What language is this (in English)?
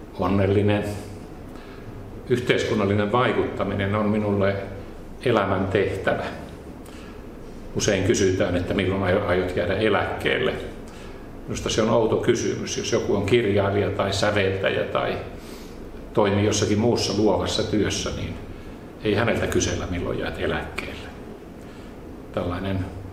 Finnish